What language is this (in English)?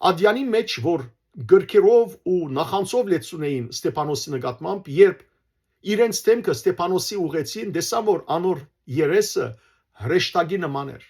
Western Armenian